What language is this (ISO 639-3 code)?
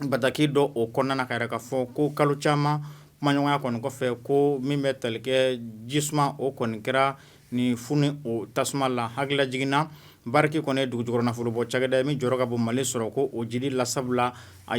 bam